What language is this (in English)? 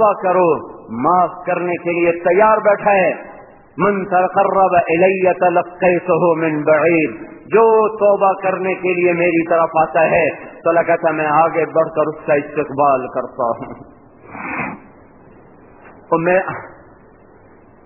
Urdu